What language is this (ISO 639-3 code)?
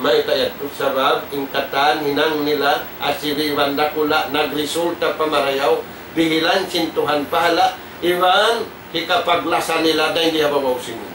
tsg